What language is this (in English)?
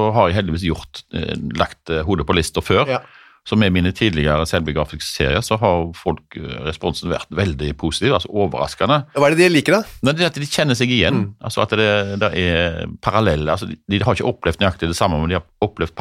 Norwegian